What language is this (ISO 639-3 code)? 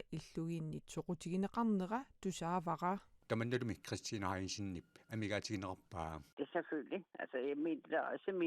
kal